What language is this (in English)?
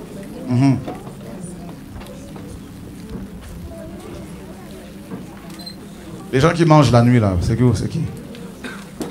French